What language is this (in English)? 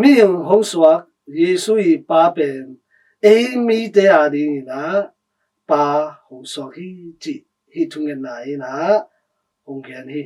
Tedim Chin